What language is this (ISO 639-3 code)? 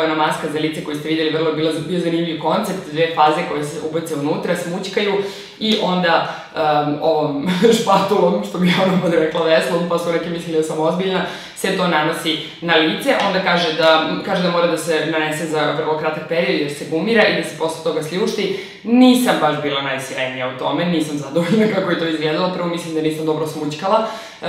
srp